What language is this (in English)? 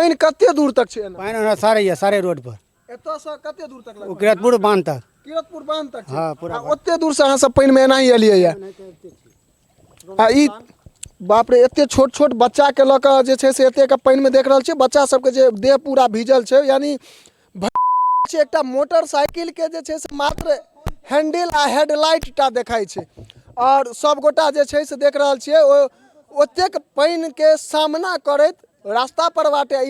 Maithili